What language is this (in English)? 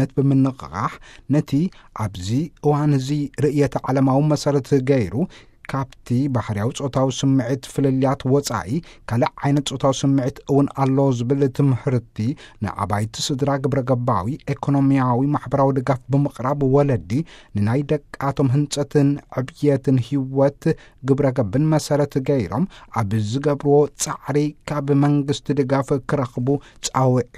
Tigrinya